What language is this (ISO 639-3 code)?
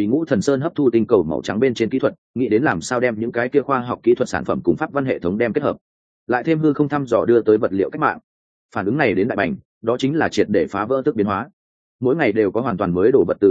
vie